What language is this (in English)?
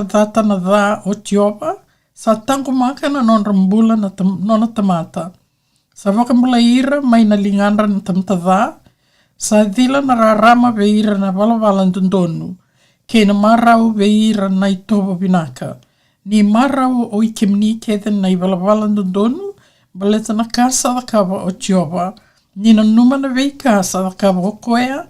Fijian